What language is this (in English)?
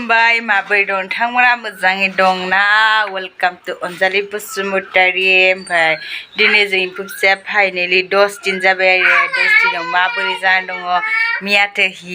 Bodo